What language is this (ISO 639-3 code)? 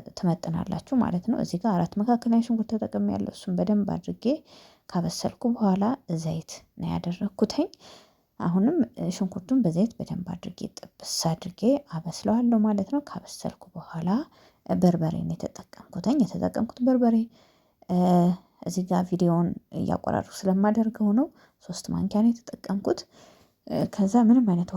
amh